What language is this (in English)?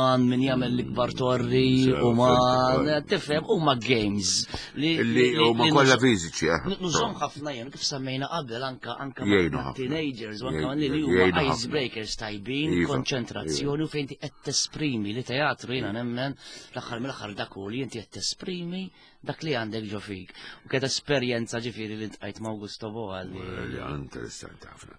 Maltese